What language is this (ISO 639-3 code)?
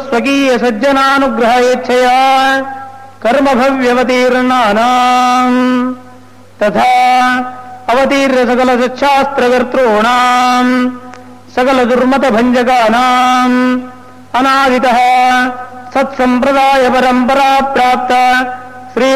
san